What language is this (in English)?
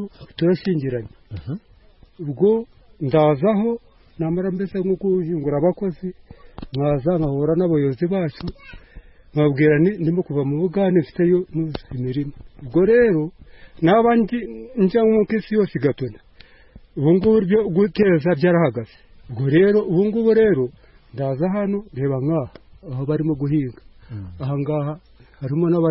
Kinyarwanda